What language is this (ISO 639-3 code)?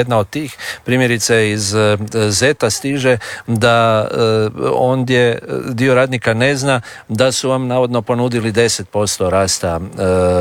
hrv